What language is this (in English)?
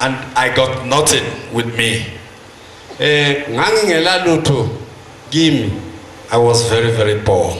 Zulu